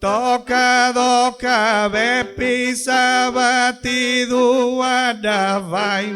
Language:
Sardinian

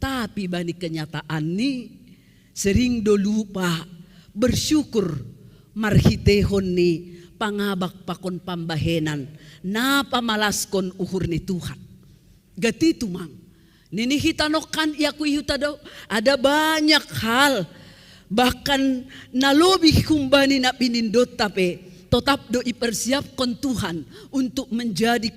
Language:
Batak Simalungun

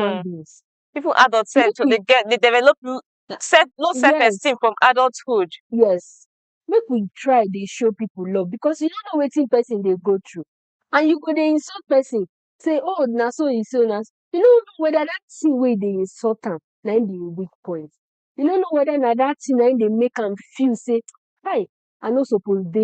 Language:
Nigerian Pidgin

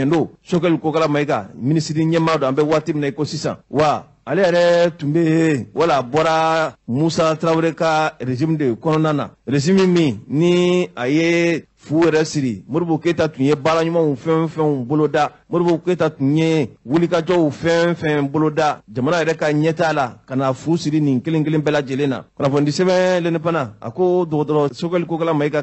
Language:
Bambara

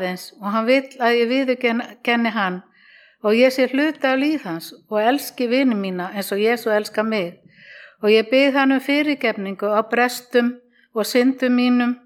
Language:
Icelandic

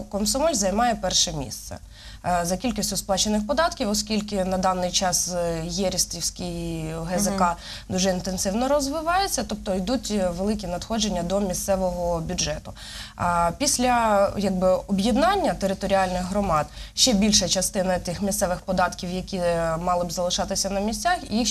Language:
Ukrainian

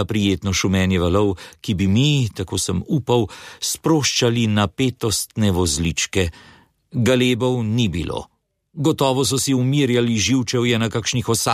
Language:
Slovenian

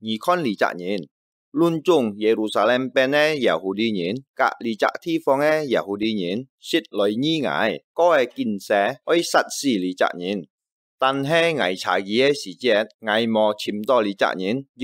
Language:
Hakka Chinese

